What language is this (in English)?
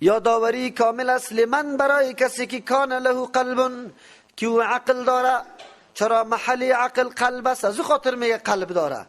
Persian